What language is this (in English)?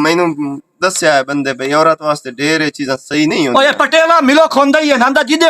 Western Panjabi